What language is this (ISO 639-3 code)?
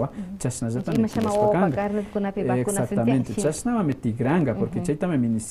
que